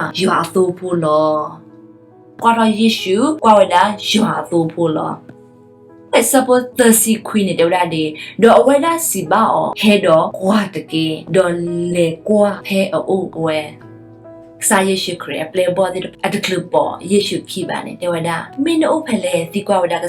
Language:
S'gaw Karen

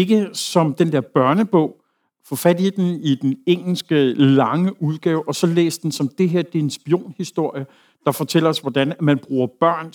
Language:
Danish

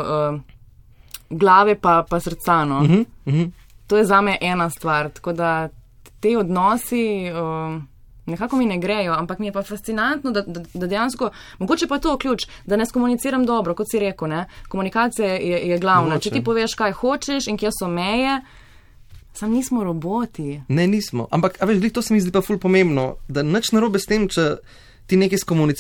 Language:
Slovenian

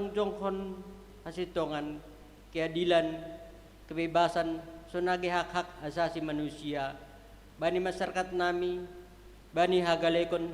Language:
Batak Simalungun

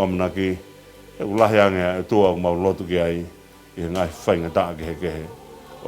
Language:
Tongan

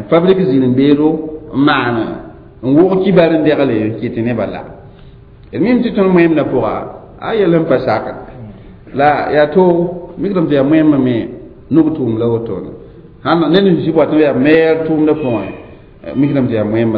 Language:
Mossi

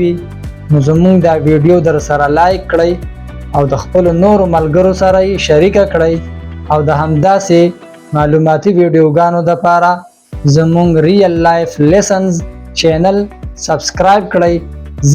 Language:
Pashto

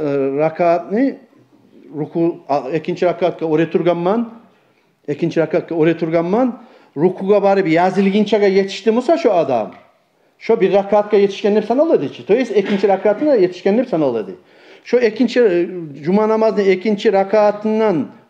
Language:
Kumyk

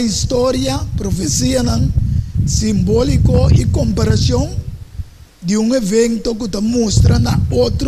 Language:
Papiamento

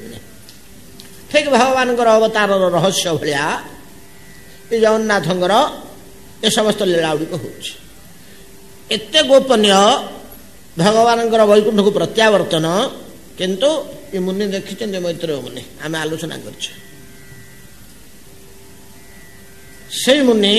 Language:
Odia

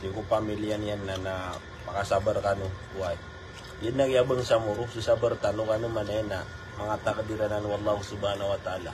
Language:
Maranao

